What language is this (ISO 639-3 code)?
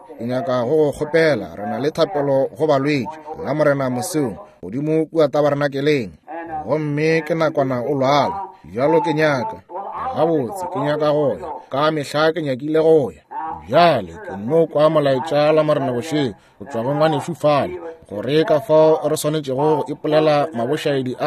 nso